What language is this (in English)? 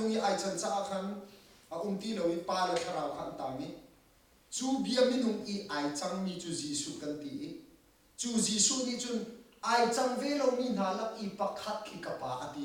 Hakha Chin